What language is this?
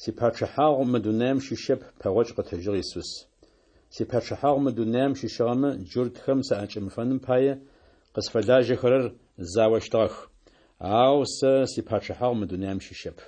Adyghe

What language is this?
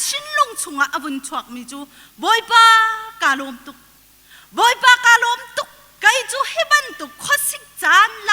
Hakha Chin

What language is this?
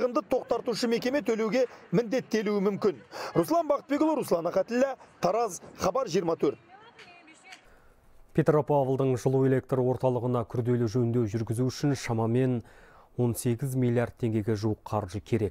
Kazakh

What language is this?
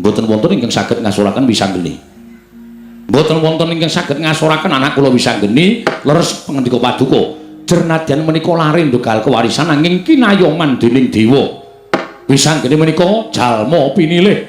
Javanese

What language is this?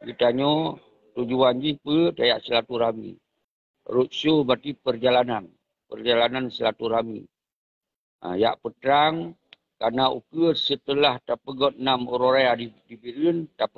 Achinese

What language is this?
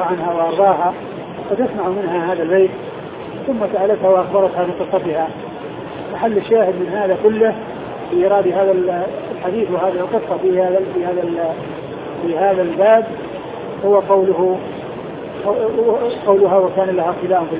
Arabic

